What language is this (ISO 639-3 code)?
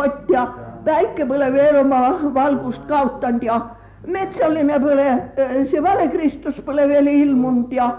est